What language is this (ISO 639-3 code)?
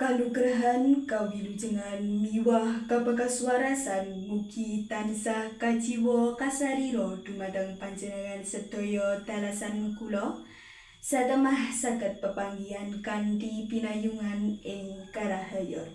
jav